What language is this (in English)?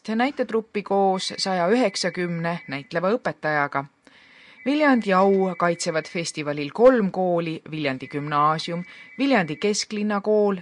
Estonian